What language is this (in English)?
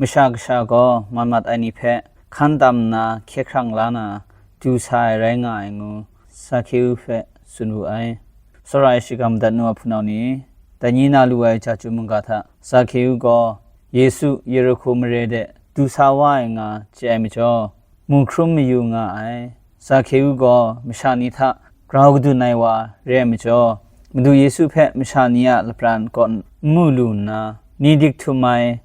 Kachin